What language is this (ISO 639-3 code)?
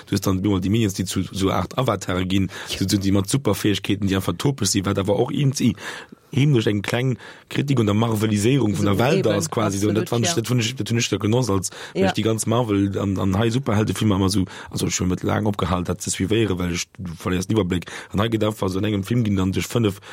ltz